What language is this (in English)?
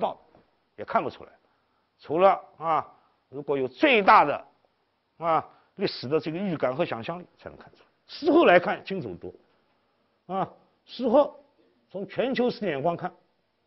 Chinese